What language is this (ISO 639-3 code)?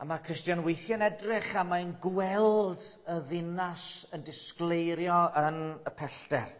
cym